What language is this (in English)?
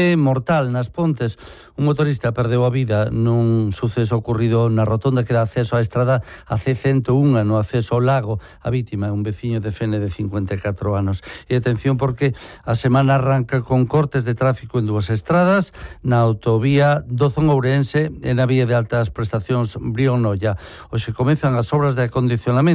Galician